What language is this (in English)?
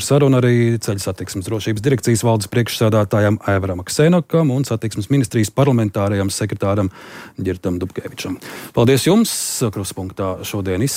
Latvian